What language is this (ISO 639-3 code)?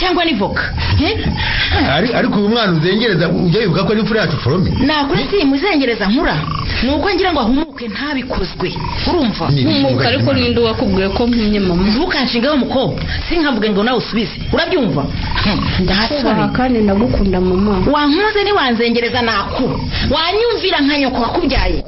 kin